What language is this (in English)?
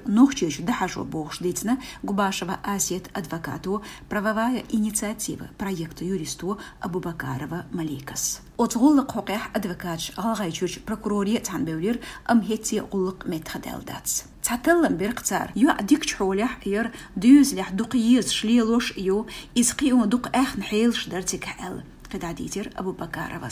Chechen